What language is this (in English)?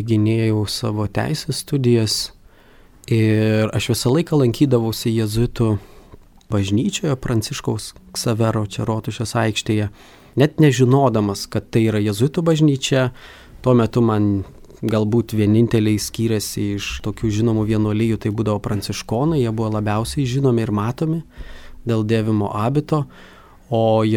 Lithuanian